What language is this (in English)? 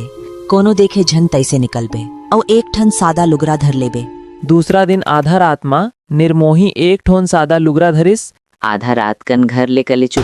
Chhattisgarhi